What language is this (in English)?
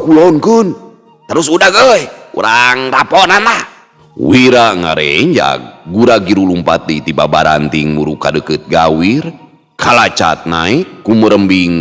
Sundanese